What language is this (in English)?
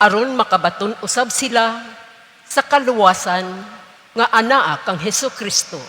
Cebuano